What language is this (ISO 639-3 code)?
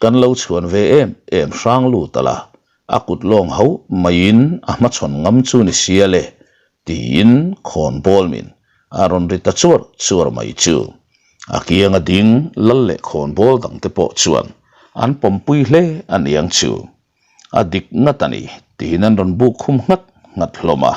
lus